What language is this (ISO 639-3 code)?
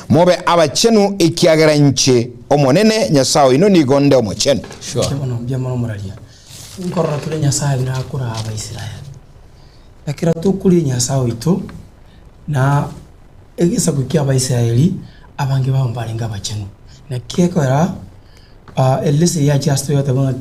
guz